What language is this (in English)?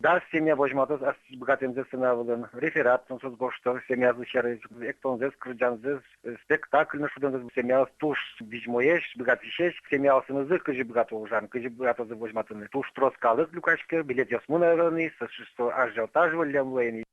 Udmurt